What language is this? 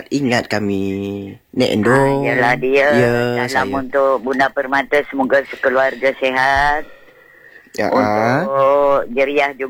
Malay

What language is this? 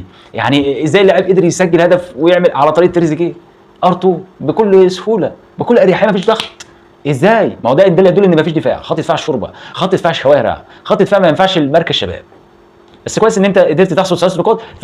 Egyptian Arabic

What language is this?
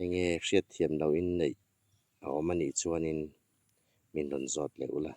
Hmar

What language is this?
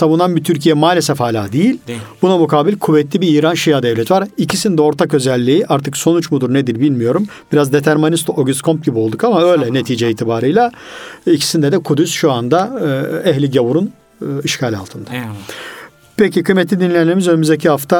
Turkish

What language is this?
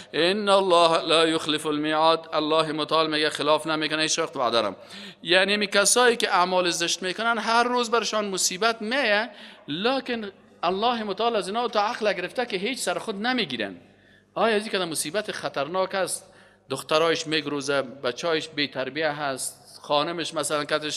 Persian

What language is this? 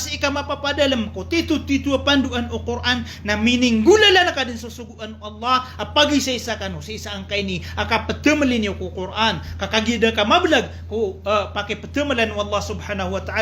Maranao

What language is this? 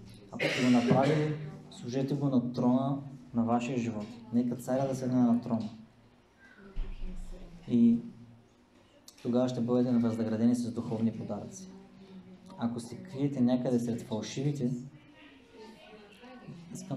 Bulgarian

